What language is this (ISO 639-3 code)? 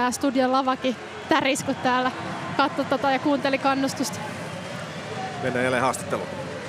fin